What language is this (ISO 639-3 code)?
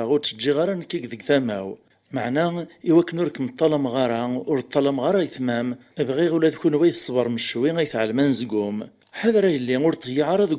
kab